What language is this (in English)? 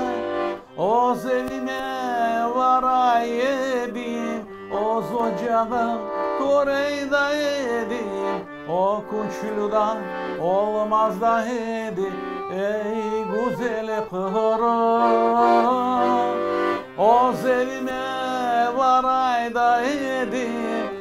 Crimean Tatar